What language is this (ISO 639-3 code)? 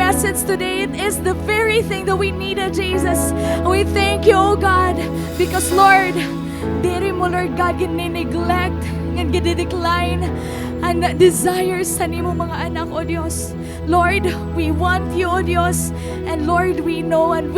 war